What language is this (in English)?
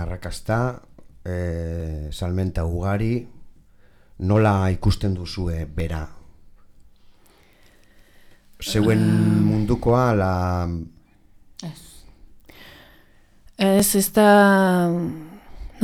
Basque